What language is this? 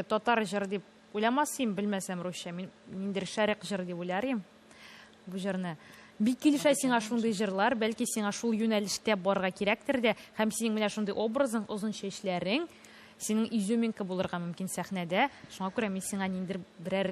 Tatar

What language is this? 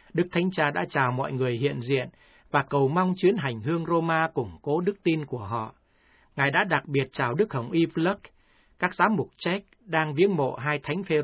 Vietnamese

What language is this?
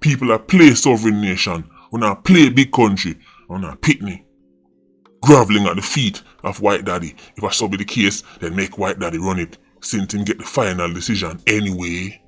Jamaican Creole English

